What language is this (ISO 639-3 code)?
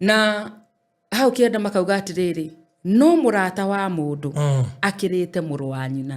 kik